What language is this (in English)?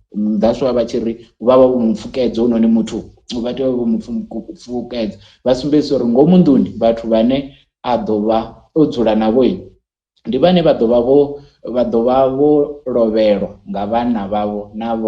Venda